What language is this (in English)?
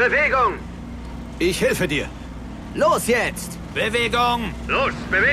Bavarian